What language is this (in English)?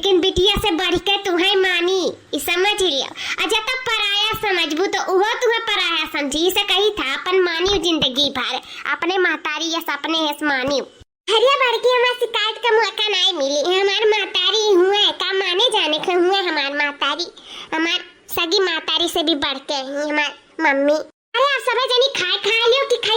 Awadhi